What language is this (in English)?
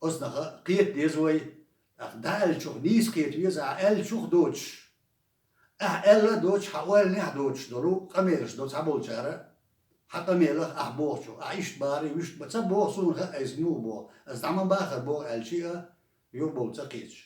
Chechen